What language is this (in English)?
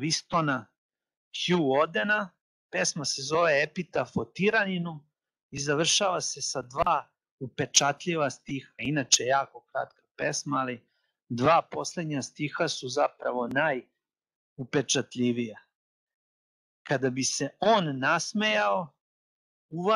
Serbian